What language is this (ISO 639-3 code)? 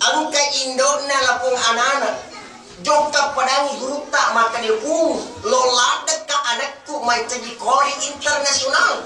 bug